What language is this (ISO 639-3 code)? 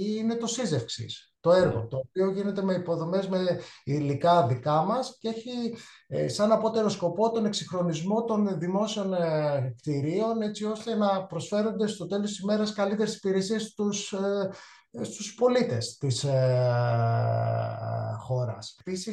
ell